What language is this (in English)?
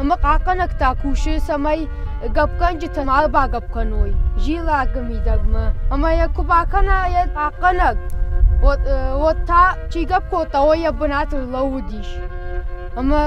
Ossetic